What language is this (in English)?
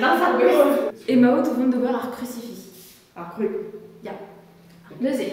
Breton